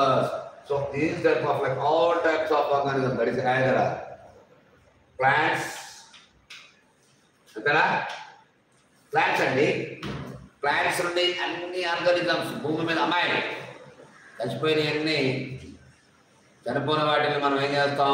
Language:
Telugu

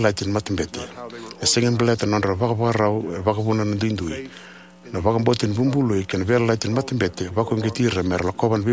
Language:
Fijian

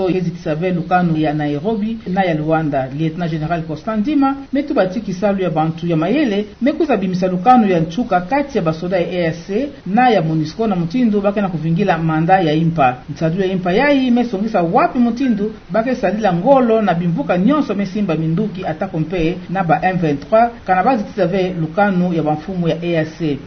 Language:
Kituba (Democratic Republic of Congo)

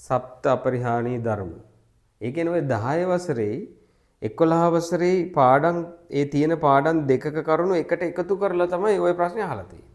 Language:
Sinhala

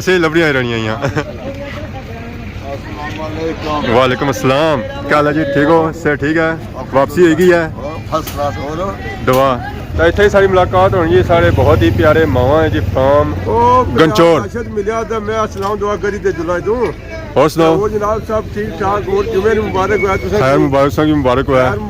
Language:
Pahari-Potwari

